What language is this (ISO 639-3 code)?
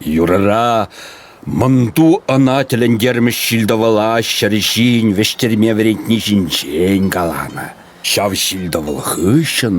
chv